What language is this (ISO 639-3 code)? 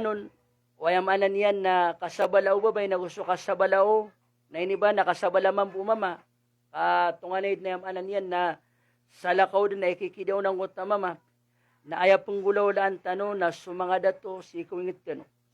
mrw